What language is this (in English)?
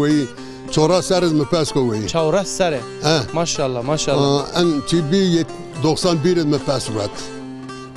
Zaza